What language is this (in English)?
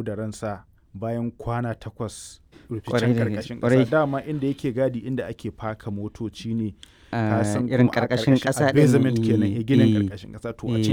Hausa